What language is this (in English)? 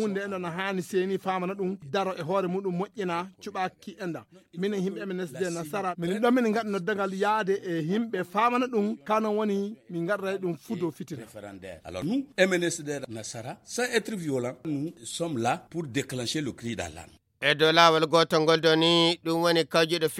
Fula